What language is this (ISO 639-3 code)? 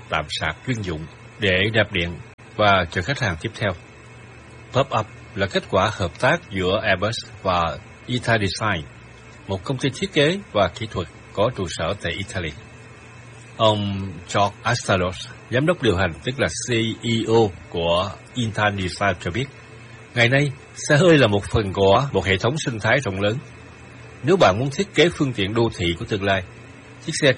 vie